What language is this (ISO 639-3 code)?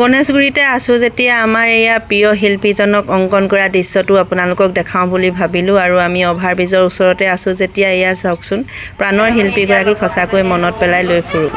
asm